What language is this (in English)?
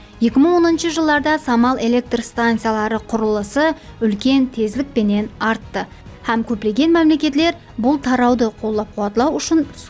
Kara-Kalpak